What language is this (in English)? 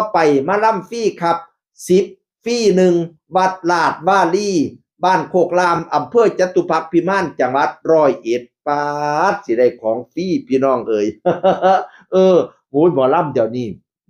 Northeastern Thai